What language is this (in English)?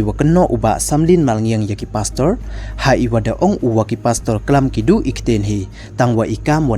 Pnar